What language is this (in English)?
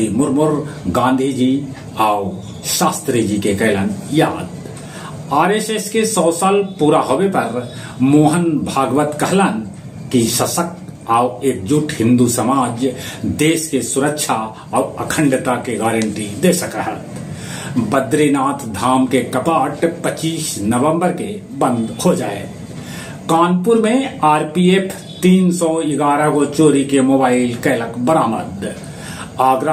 Magahi